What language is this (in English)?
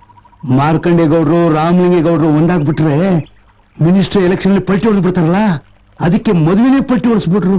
Kannada